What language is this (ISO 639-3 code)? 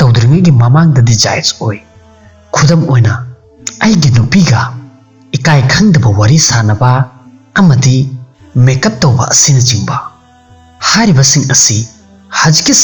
mni